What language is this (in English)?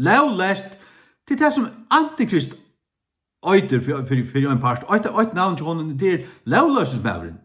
Faroese